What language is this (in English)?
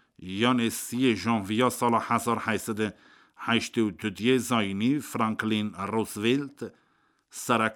Kurdish